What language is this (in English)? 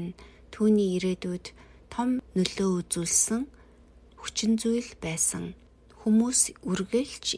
Mongolian